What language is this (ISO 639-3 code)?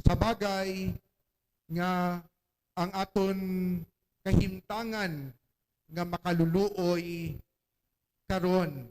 hil